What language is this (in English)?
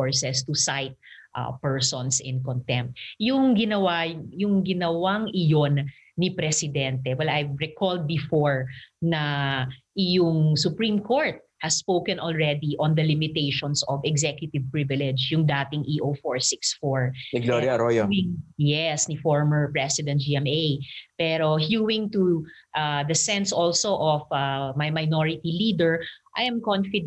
Filipino